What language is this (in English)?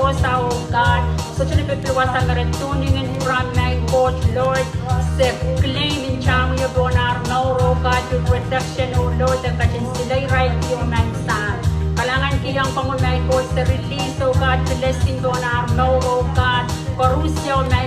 Pohnpeian